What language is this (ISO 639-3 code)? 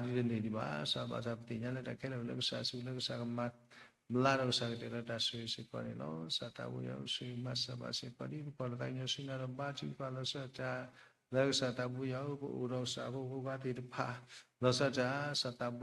ksw